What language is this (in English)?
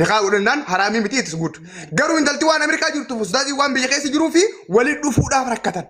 Oromo